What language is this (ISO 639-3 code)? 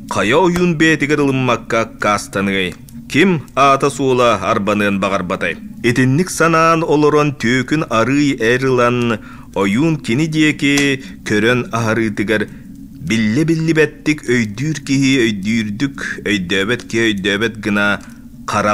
sah